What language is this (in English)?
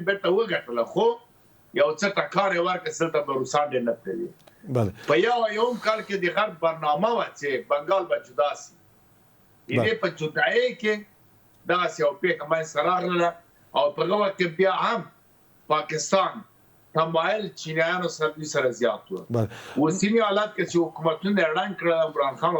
Pashto